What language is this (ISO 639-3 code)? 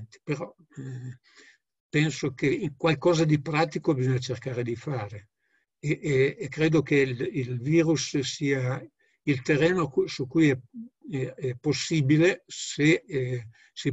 ita